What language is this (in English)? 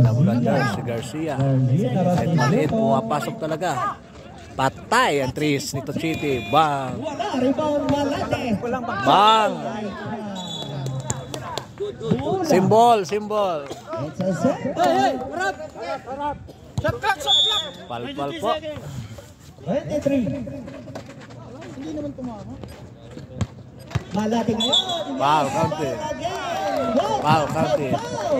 Filipino